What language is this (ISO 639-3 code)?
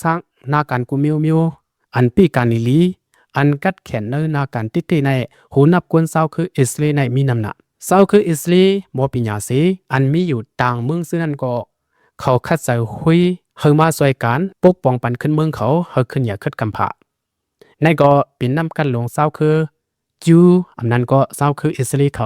lao